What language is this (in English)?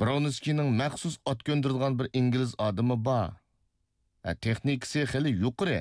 Uyghur